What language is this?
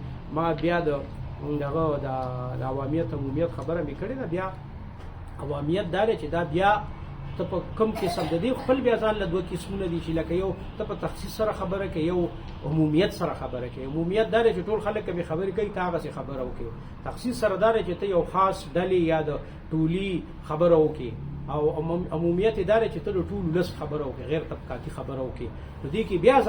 Pashto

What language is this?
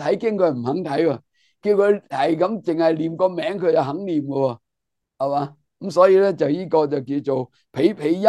Cantonese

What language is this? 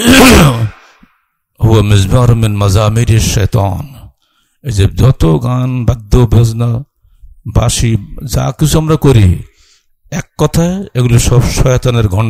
Bangla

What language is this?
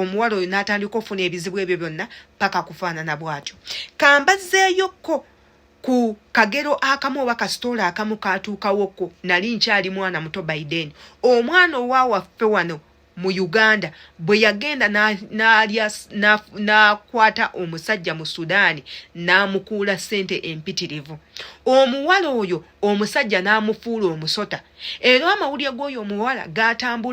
Ganda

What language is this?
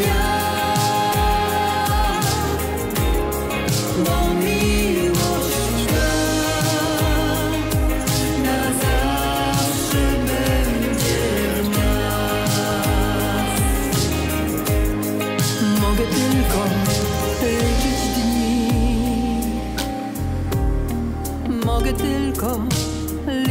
Polish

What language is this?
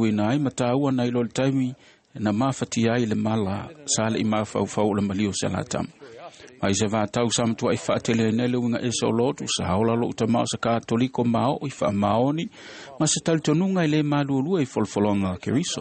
Samoan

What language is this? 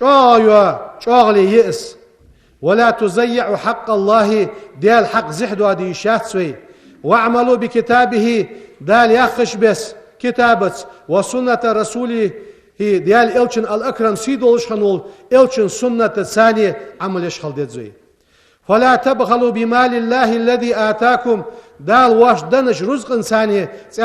Ingush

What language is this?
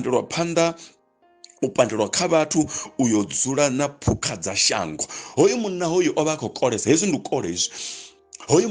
Venda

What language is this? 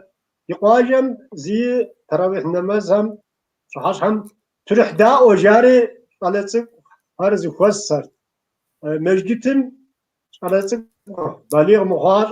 Kabardian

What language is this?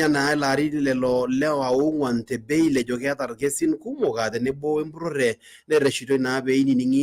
Masai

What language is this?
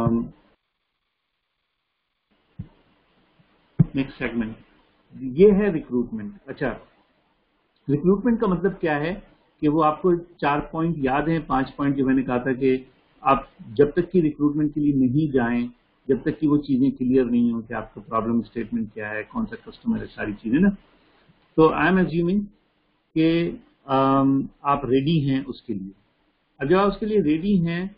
Urdu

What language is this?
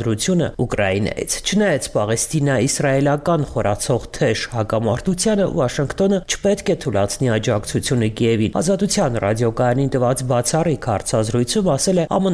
Armenian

